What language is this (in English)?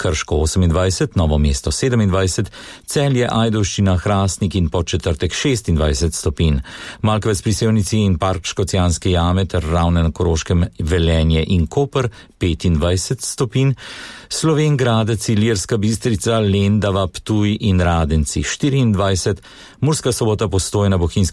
Slovenian